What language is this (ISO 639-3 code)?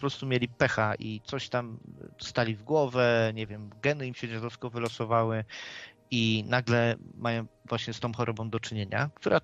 pol